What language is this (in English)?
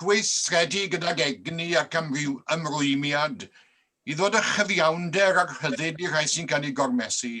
Welsh